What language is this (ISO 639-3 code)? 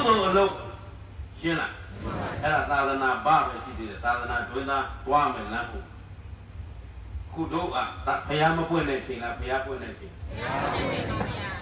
mya